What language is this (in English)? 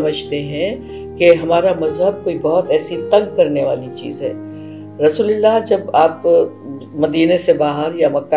Urdu